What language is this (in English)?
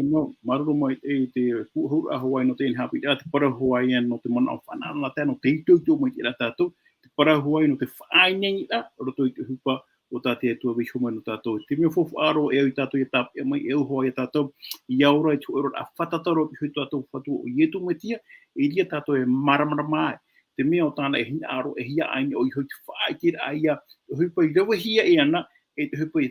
Tahitian